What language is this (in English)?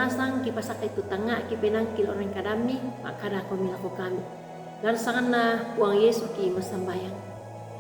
Toraja-Sa'dan